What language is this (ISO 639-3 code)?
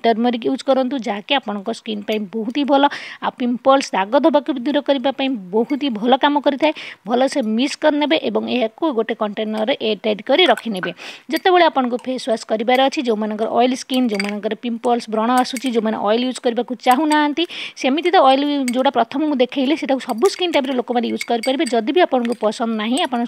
ori